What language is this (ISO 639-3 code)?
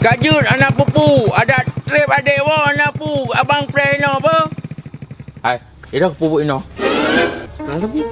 ace